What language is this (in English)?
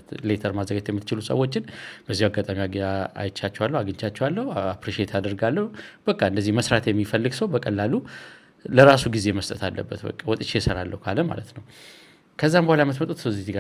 Amharic